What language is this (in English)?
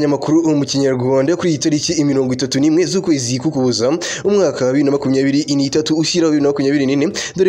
Kinyarwanda